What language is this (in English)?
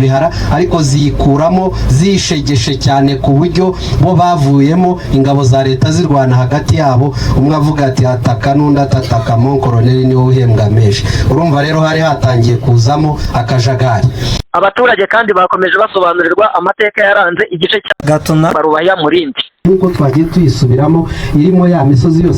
Kinyarwanda